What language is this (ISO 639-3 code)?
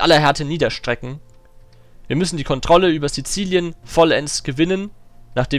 deu